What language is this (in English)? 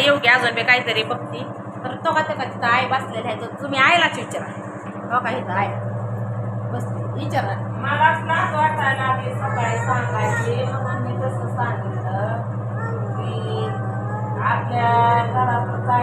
Marathi